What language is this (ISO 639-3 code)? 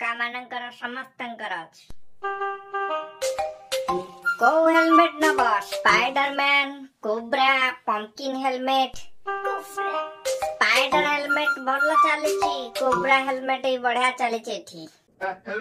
ori